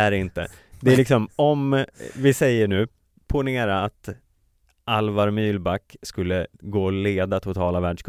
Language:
Swedish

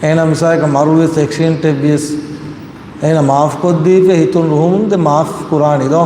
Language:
Divehi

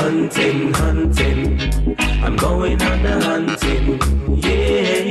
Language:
Jamaican Creole English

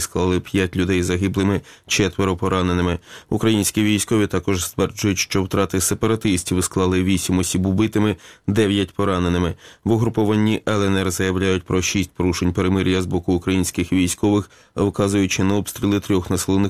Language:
Ukrainian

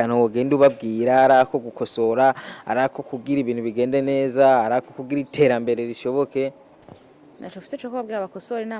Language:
Rundi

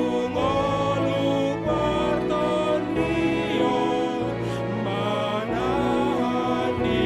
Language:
Batak Toba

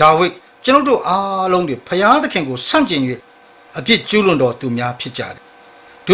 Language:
Burmese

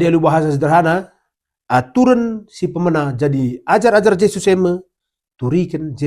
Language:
Batak Karo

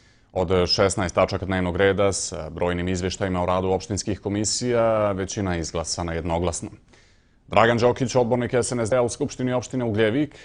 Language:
Bosnian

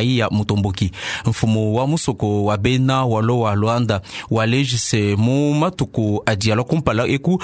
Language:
Luba-Lulua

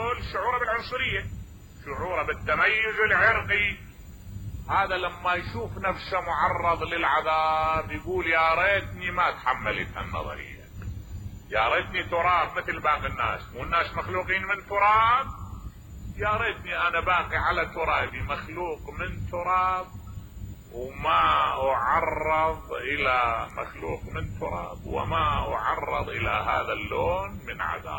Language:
Mesopotamian Arabic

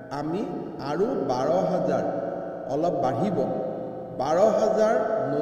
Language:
Assamese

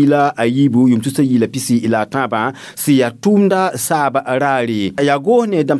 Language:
Mossi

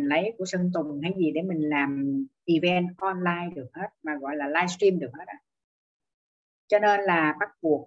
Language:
Vietnamese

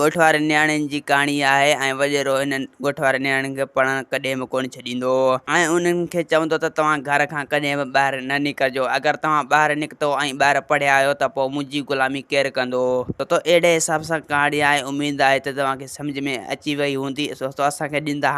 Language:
Sindhi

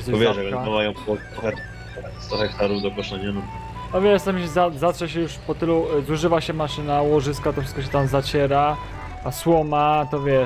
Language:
Polish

